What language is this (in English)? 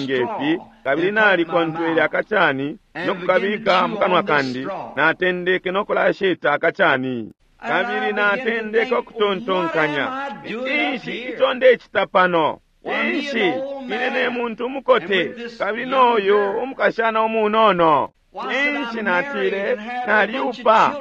Bemba